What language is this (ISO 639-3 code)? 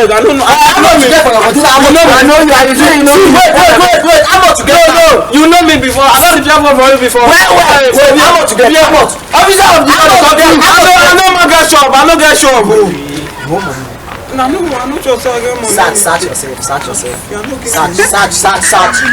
pcm